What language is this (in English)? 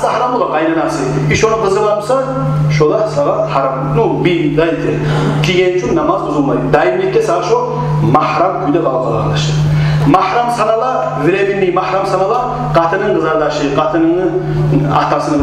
Kumyk